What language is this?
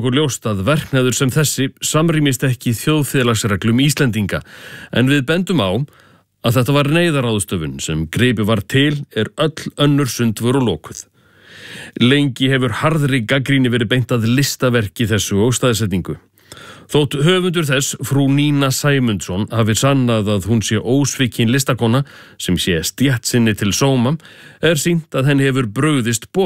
Icelandic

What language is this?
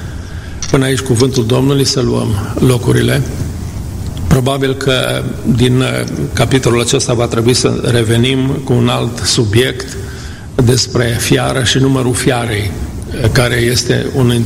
Romanian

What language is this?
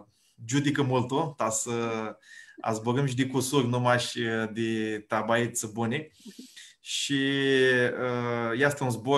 Aromanian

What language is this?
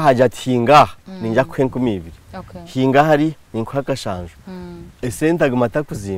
Nyankole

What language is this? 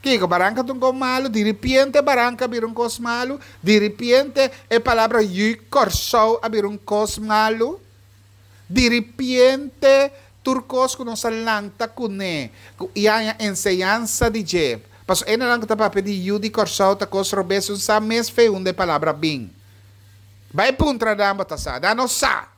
Papiamento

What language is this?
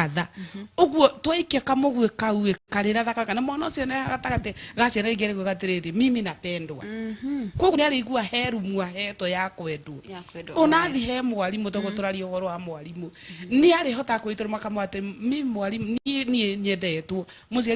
Kikuyu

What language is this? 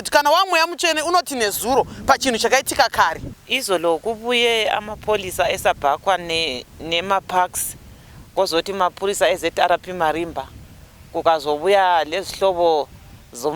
Shona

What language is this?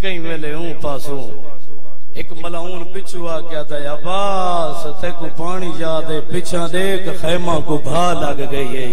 Saraiki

